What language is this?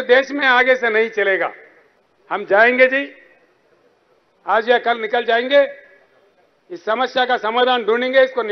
Hindi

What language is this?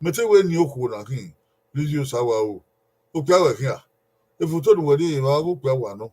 Bini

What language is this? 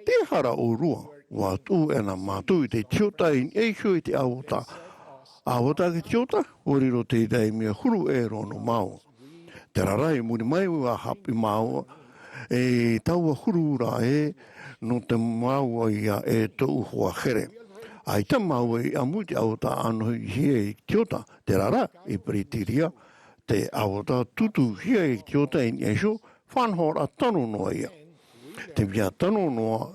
Tahitian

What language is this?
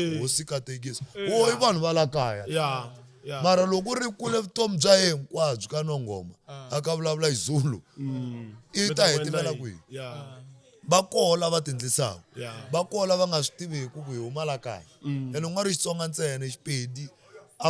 Tsonga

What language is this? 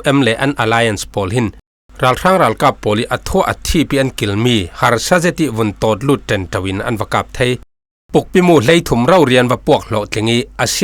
Falam Chin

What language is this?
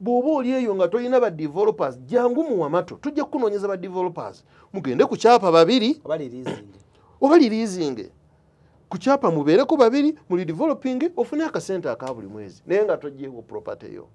Ganda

